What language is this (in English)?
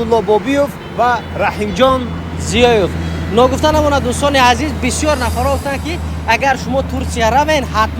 Tajik